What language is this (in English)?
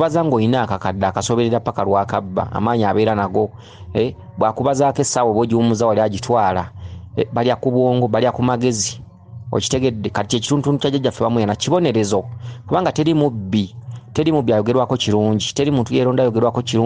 Ganda